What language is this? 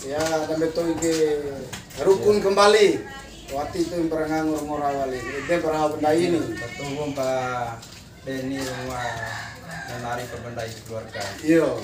Bima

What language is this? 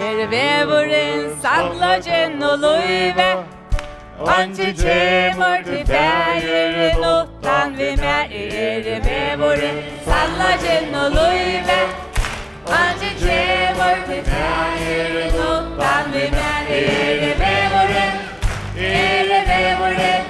Faroese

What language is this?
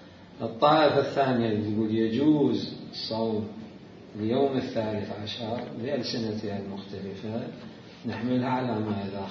Mesopotamian Arabic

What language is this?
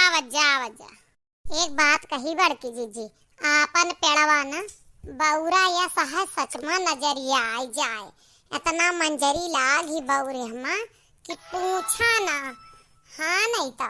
Awadhi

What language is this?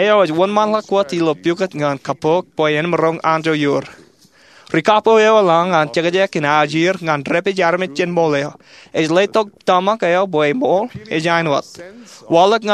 Marshallese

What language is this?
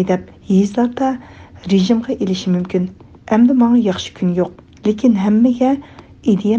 Uyghur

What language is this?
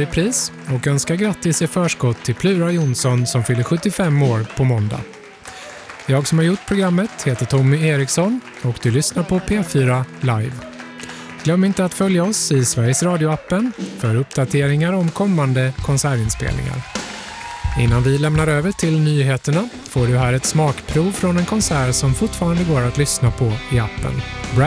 Swedish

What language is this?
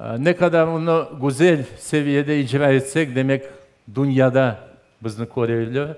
Crimean Tatar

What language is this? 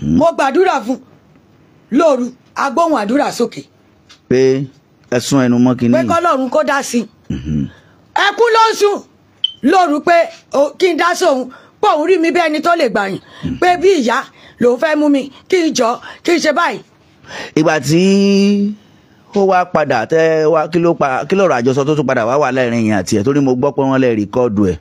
Yoruba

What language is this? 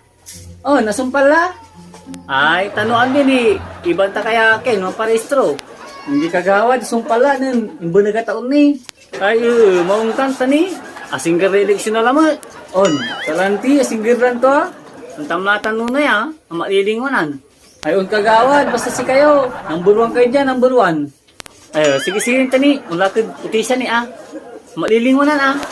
Pangasinan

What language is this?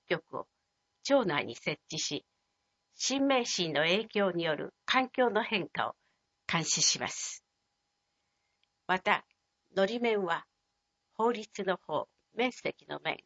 Japanese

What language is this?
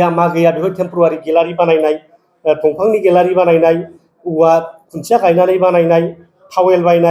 Bodo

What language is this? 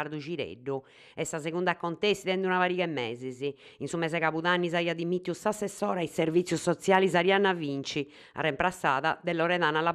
Sardinian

